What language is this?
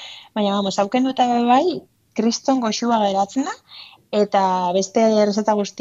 Basque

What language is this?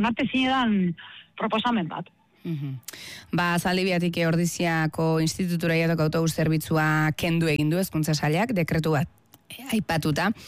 Basque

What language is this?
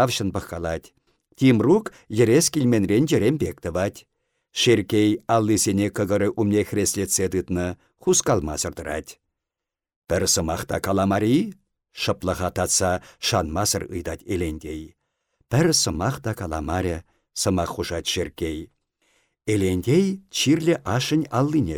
Chuvash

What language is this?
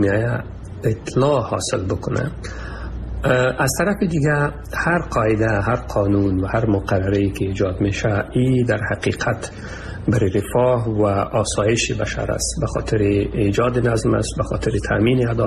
Persian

